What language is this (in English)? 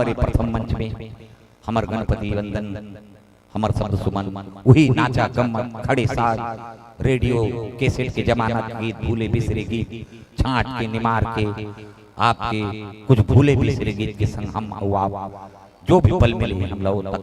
Chhattisgarhi